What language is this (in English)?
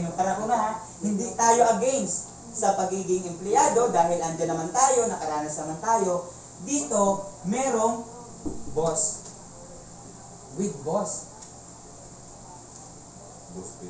Filipino